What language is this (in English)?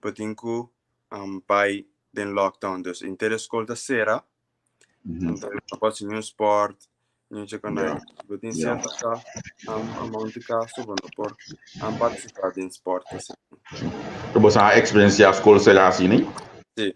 Papiamento